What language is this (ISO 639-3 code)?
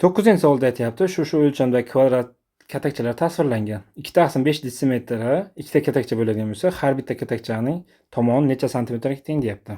uzb